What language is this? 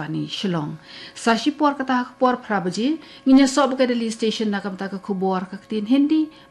Khasi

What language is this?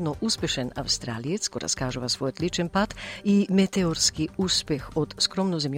Macedonian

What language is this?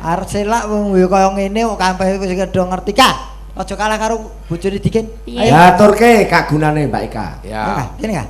Javanese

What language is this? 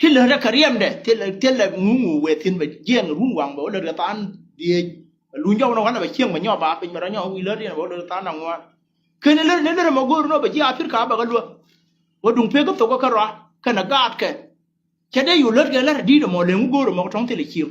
Nuer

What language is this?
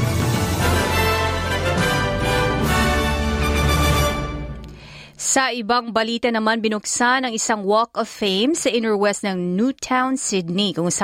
Filipino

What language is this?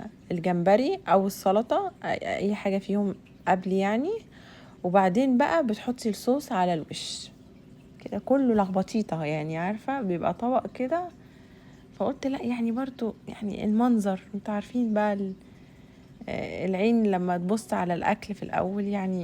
Egyptian Arabic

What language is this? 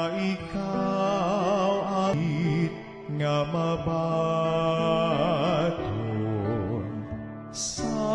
Hiligaynon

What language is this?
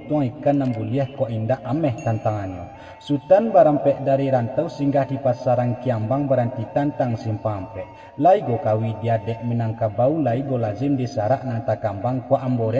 Minangkabau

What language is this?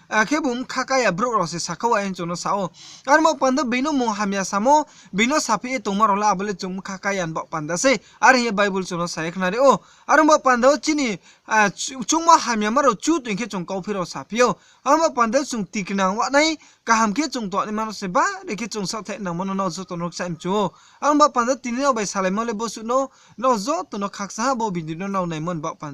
Riang (India)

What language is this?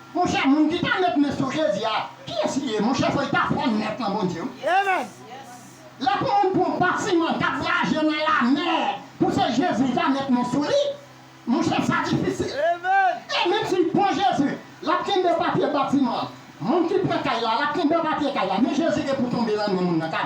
Haitian Creole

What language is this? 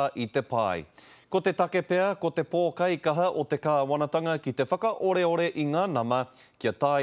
Māori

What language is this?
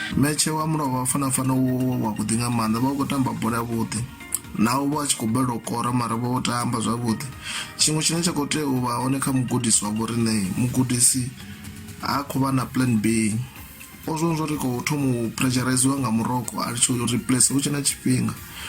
Venda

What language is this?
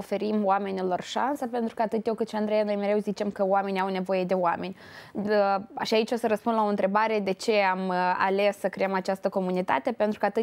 Romanian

